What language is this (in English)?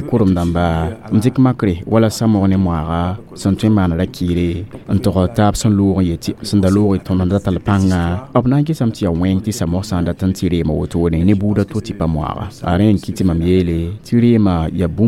Mossi